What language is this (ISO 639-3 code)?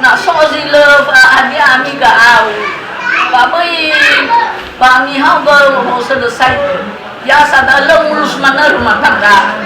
nia